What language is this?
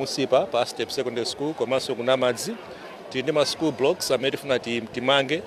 Nyanja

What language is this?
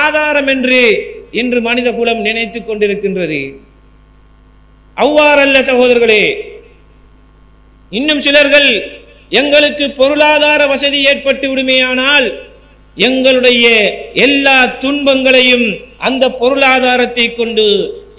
Tamil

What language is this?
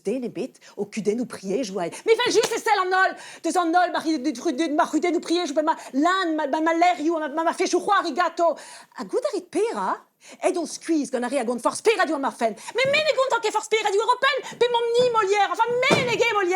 Breton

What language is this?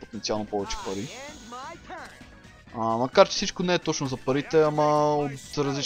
Bulgarian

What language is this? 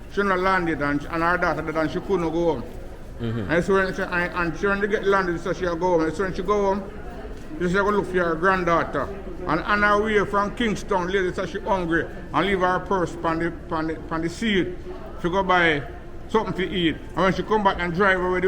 Jamaican Creole English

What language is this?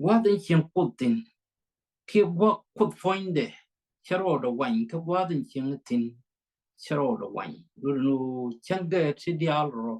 Nuer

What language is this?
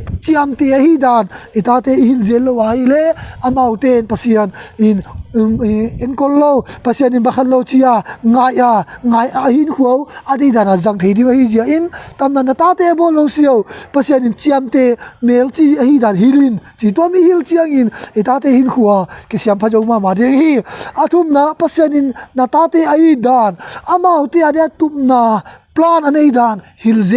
Tedim Chin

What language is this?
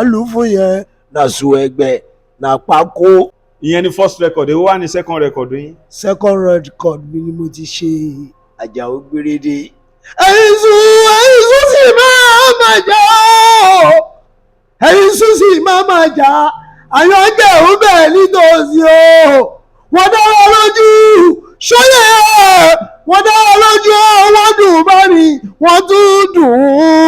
Yoruba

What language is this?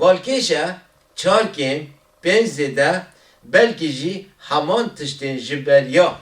Kurdish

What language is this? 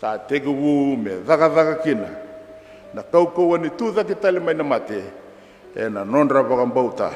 Fijian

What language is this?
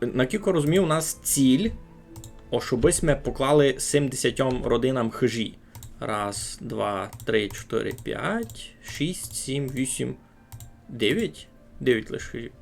Rusyn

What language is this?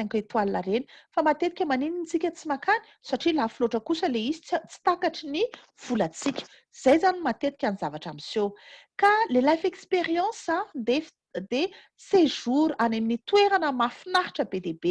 Malagasy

